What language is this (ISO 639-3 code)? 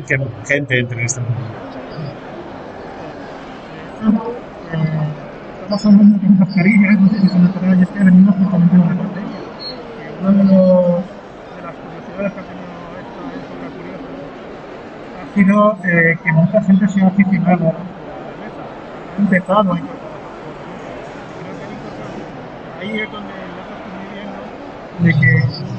spa